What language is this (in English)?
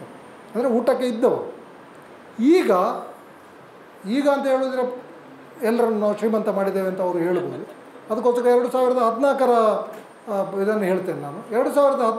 Kannada